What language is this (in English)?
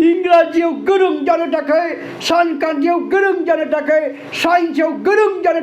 Bodo